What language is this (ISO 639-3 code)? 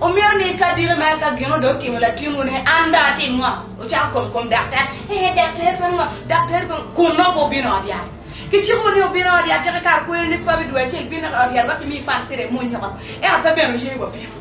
ach